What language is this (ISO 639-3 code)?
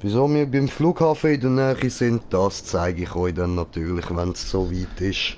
gsw